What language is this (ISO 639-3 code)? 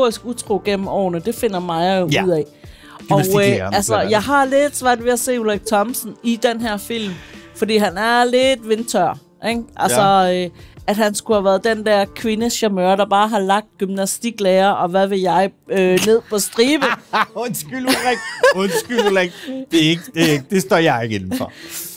dan